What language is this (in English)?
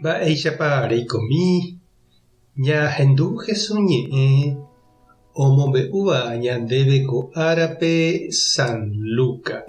Guarani